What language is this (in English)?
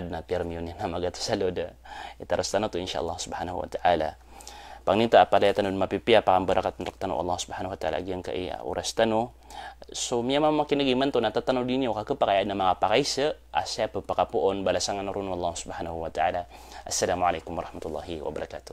Maranao